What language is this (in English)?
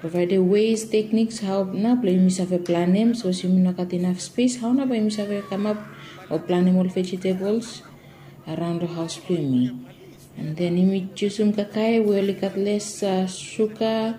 Bislama